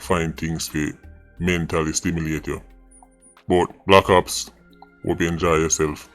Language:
Jamaican Creole English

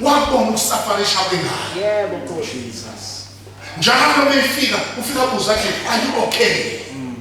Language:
Zulu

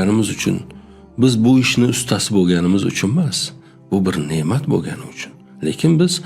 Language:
Uzbek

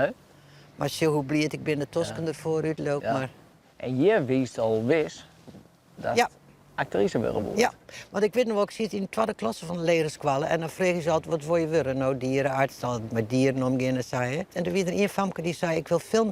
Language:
Western Frisian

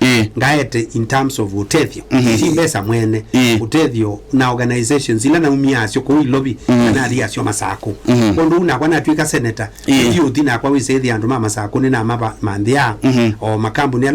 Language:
Kamba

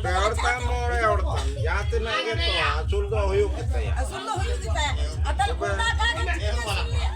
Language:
Santali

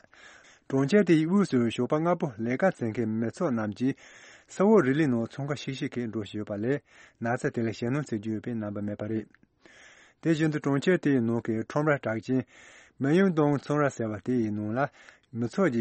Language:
Tibetan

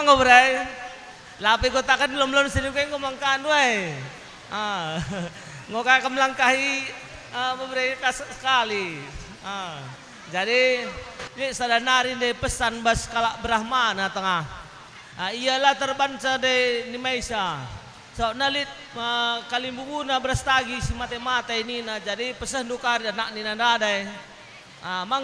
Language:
Batak Karo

